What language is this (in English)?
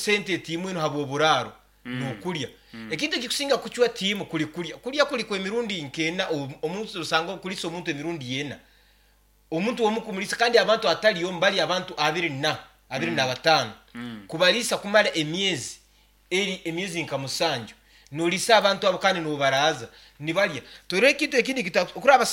Nyankole